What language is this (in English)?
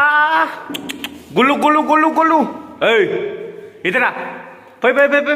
Bodo